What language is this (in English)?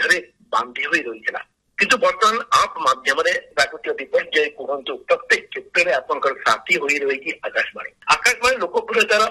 Odia